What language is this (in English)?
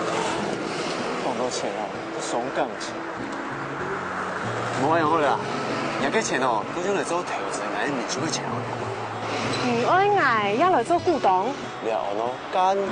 Hakka Chinese